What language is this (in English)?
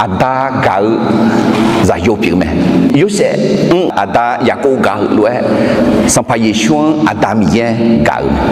Akha